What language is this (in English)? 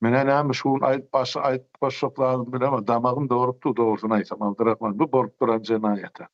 Turkmen